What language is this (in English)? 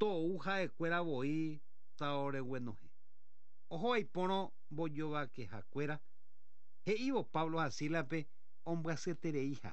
Guarani